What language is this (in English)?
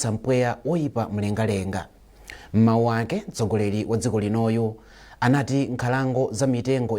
Nyanja